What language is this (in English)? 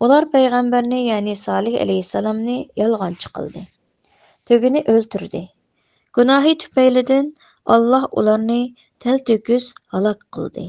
Uyghur